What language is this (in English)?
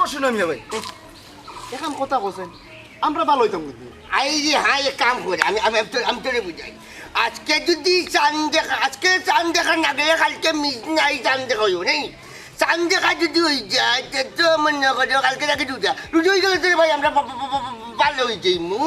Sylheti